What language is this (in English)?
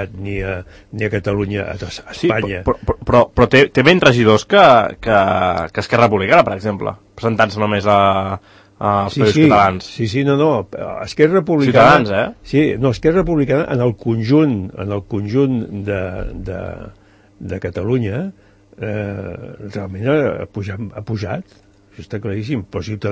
Catalan